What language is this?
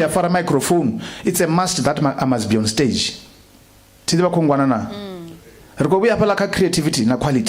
Venda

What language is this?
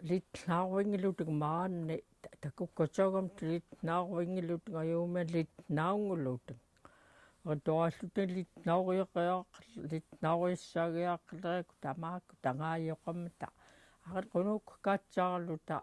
Central Yupik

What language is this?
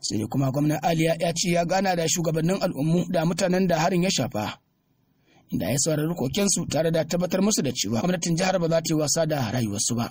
Hausa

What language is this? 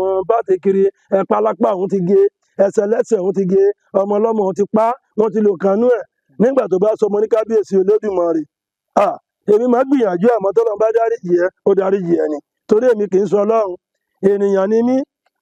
Yoruba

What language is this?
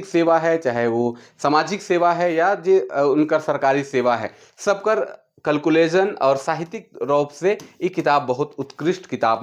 Sadri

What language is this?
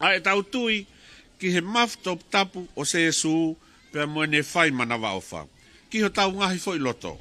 Tongan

